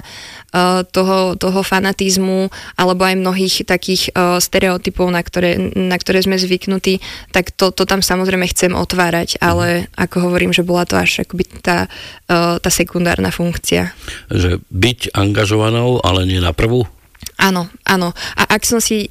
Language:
Slovak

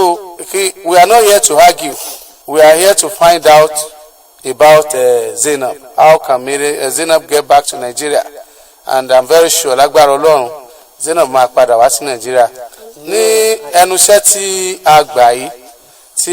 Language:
Yoruba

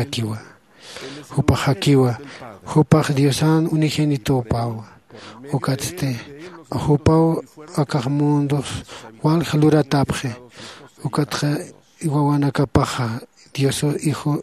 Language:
Aymara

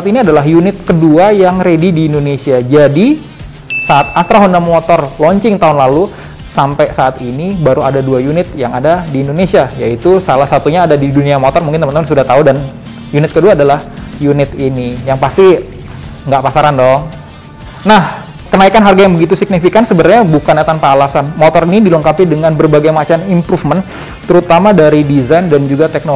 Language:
Indonesian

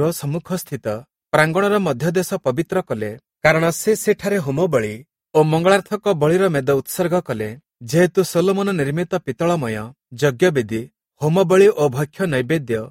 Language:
Odia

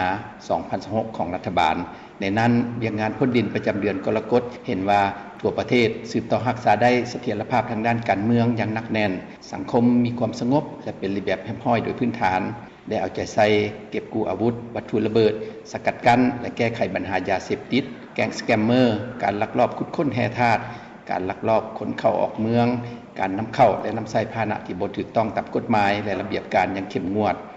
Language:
Lao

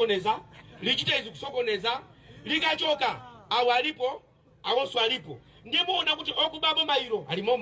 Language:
Nyanja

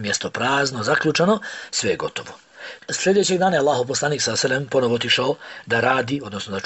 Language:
Bosnian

